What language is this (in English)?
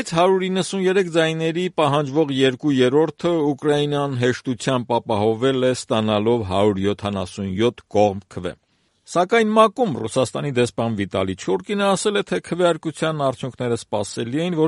Armenian